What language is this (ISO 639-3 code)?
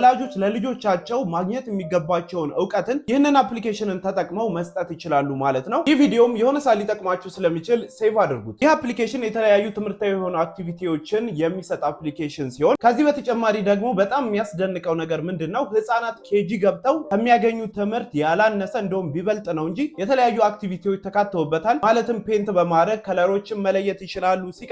amh